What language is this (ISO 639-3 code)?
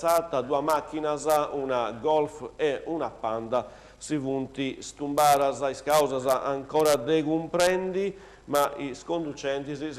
srd